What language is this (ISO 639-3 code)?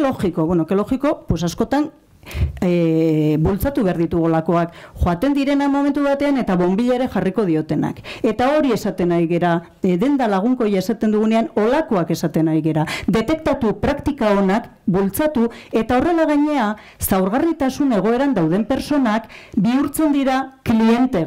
eus